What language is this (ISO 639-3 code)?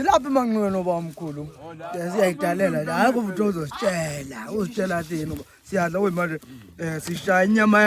zul